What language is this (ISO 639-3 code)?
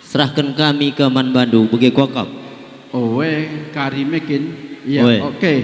btx